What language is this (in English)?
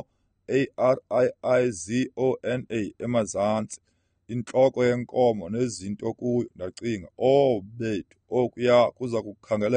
Xhosa